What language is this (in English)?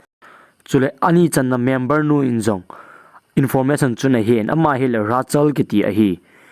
Thado Chin